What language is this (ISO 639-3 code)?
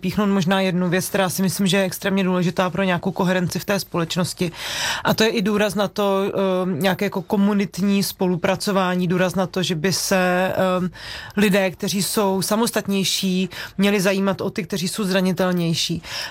ces